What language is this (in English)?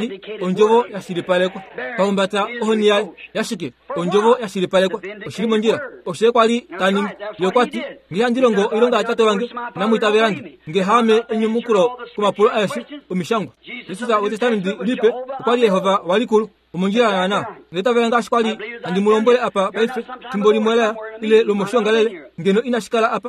Kuanyama